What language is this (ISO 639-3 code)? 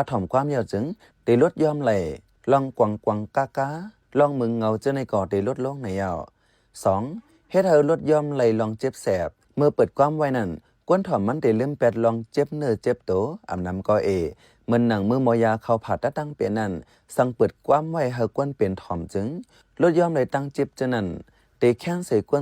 shn